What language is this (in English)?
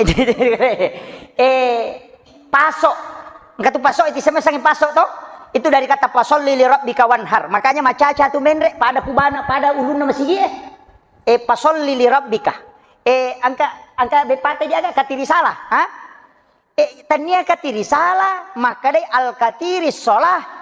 Buginese